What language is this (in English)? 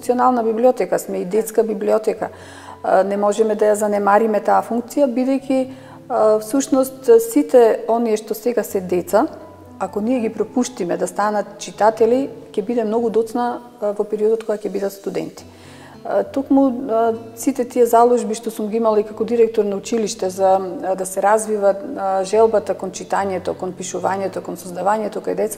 Macedonian